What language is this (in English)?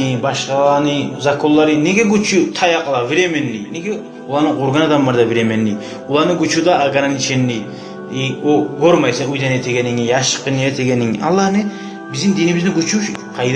Kumyk